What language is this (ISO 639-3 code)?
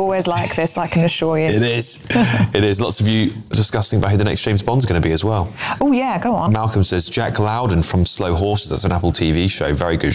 eng